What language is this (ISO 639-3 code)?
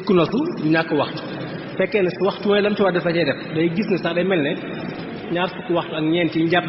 wol